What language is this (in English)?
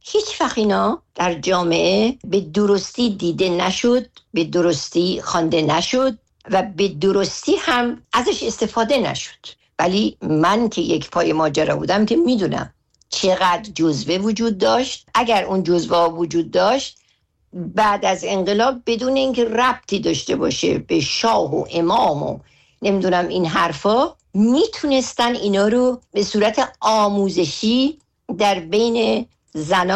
Persian